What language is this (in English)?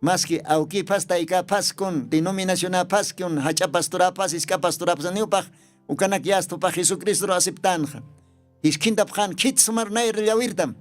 Aymara